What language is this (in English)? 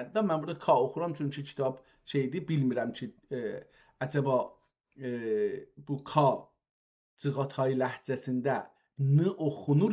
South Azerbaijani